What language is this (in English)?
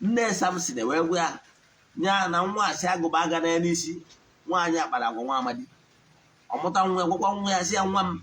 Igbo